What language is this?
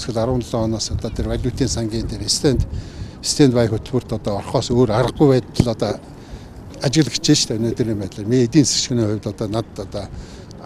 Mongolian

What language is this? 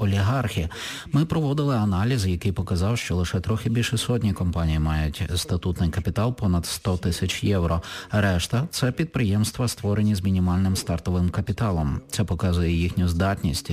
Ukrainian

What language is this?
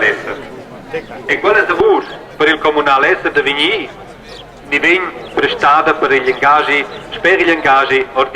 Romansh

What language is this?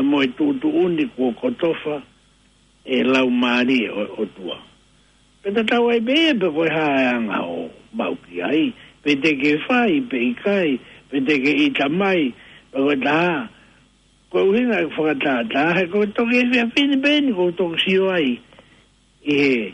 Tongan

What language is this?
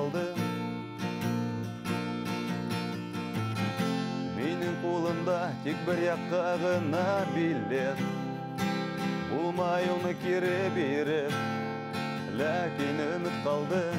Bashkir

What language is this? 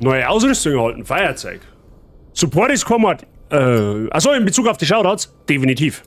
Bavarian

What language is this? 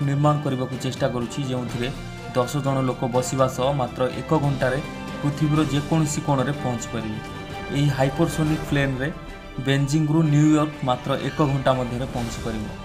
Odia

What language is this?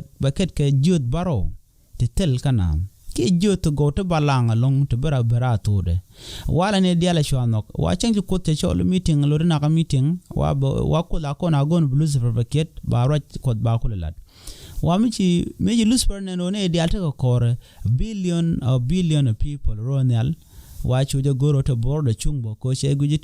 Nuer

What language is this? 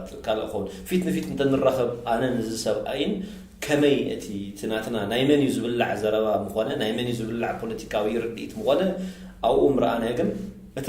Tigrinya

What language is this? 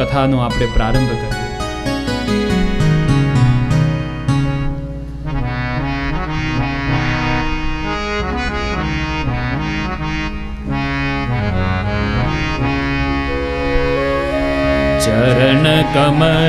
Gujarati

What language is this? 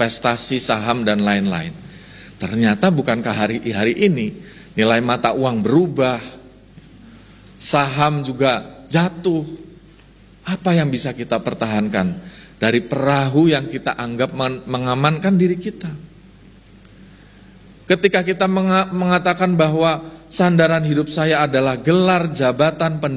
Indonesian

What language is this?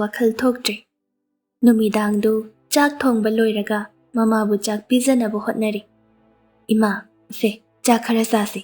Manipuri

